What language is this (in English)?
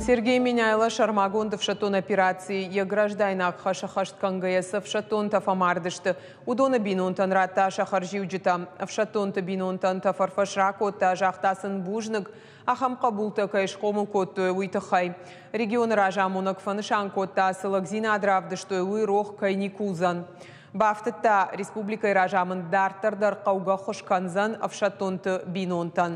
Ossetic